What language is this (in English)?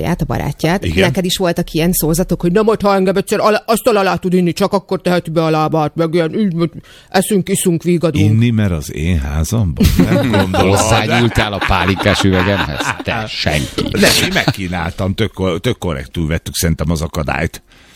Hungarian